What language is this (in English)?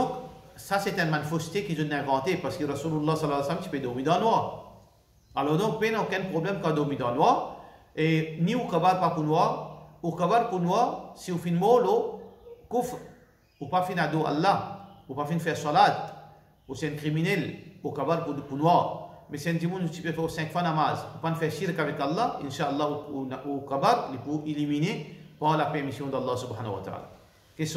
Morisyen